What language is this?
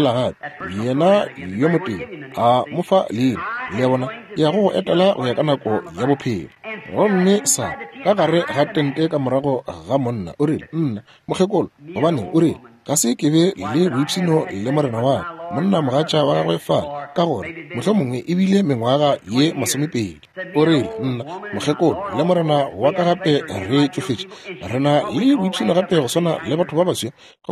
Northern Sotho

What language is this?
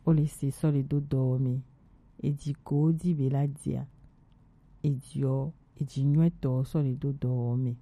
Gen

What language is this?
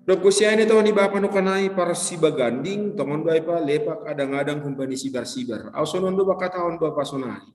Batak Simalungun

